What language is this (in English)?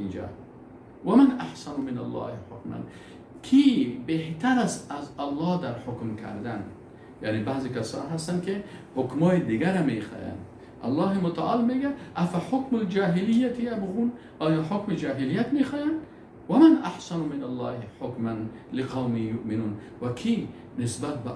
Persian